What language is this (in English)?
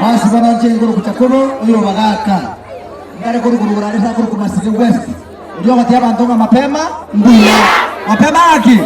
Gusii